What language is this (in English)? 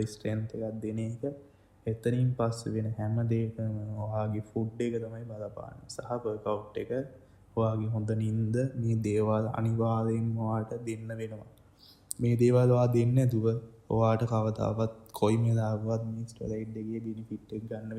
Sinhala